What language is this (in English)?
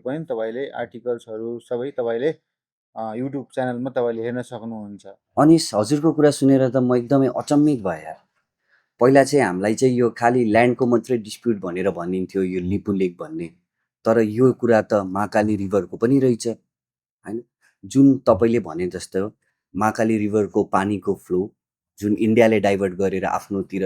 Nepali